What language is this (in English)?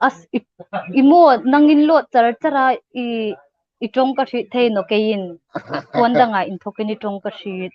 Hmar